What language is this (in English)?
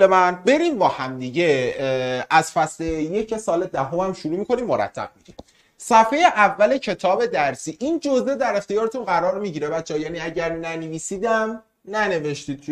Persian